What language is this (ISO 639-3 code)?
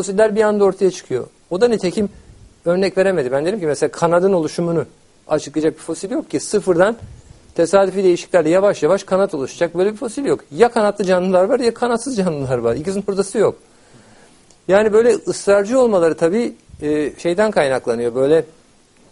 tur